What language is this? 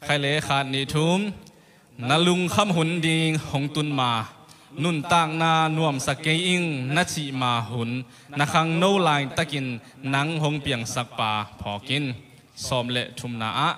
Tedim Chin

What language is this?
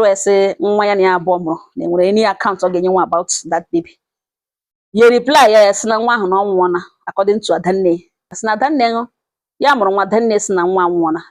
Igbo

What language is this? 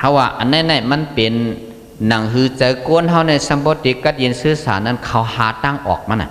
Shan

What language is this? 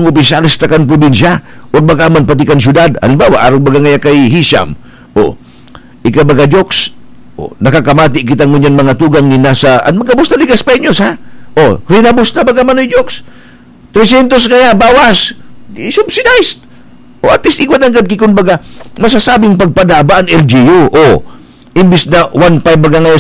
Bikol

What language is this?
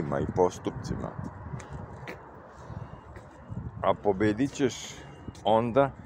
Serbian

